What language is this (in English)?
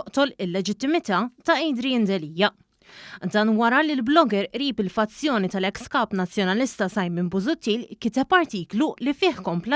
Maltese